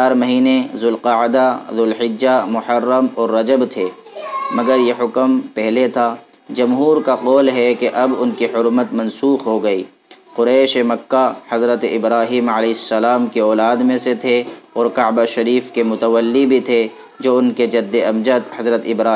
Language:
Urdu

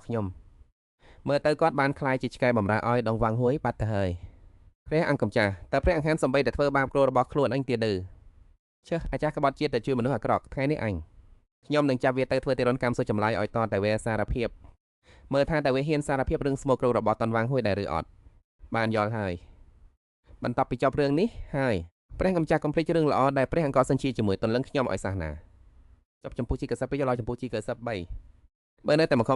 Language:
Khmer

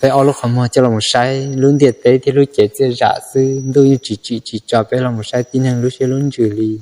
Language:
Hmong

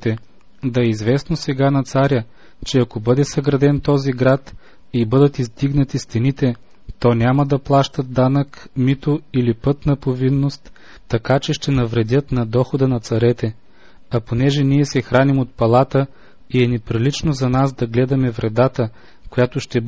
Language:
Bulgarian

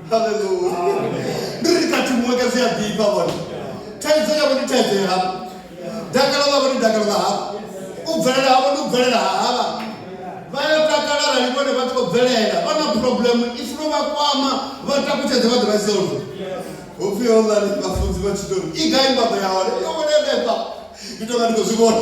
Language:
Venda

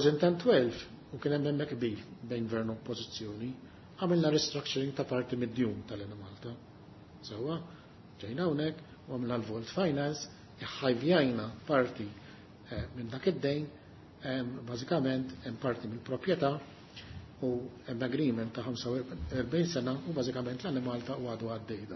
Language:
Maltese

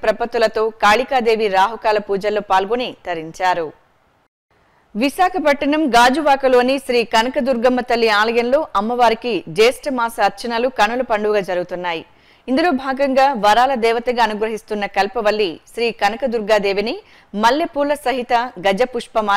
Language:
Telugu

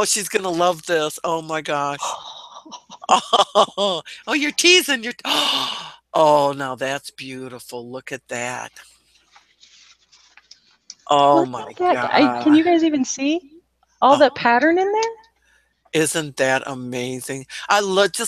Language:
English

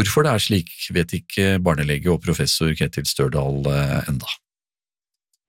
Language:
Norwegian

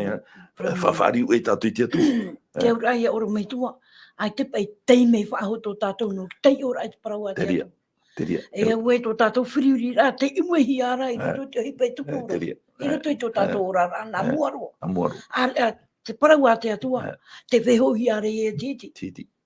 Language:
Tahitian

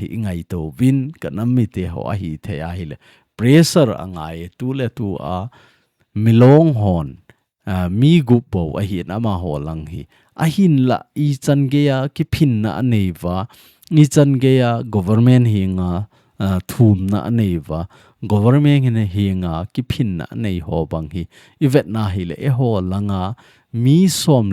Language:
Thado Chin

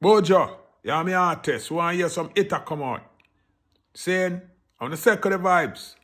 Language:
Jamaican Creole English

